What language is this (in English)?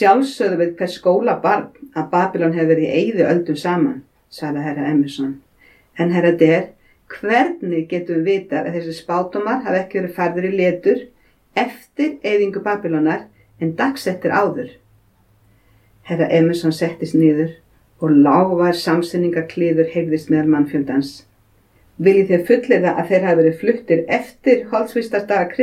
Icelandic